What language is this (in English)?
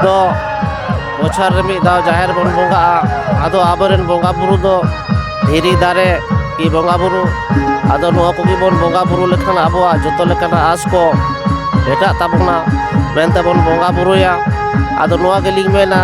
Santali